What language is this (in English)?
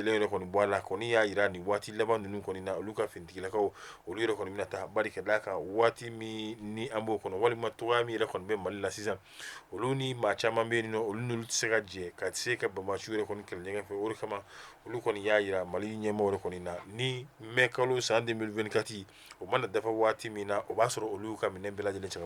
Bambara